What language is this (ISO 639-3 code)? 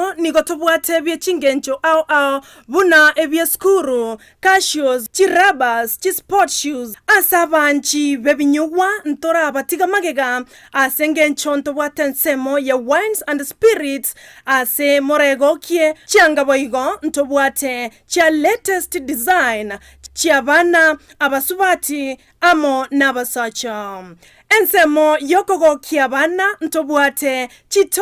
guz